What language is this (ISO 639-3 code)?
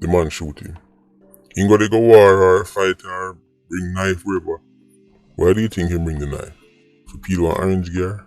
jam